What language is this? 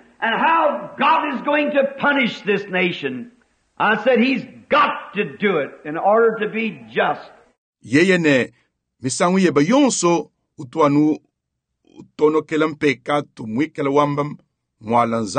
Luba-Lulua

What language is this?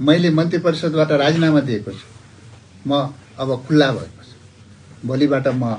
Nepali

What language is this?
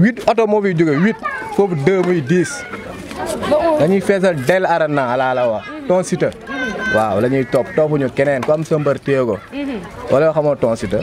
Wolof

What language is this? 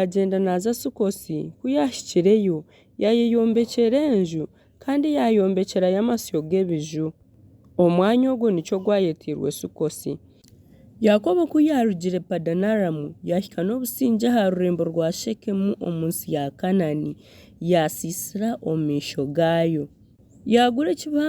Nyankole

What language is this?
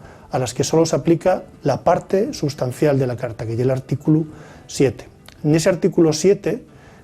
Asturian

